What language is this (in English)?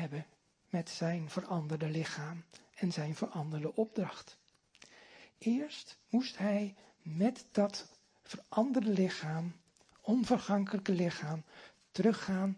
Dutch